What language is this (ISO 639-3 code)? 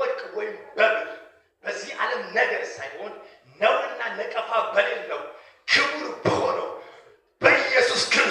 amh